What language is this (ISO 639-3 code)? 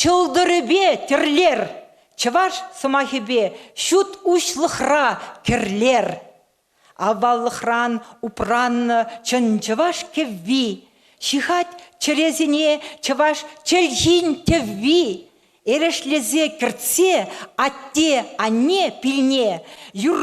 chv